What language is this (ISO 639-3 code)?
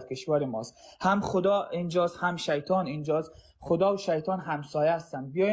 fas